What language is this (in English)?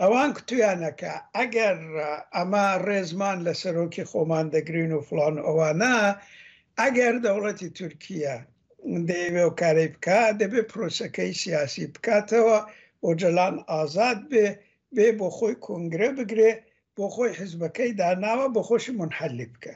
Central Kurdish